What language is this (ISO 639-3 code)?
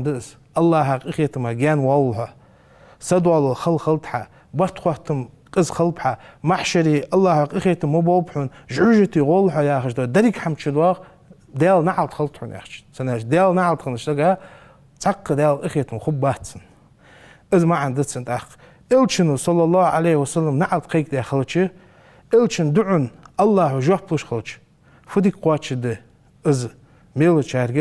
inh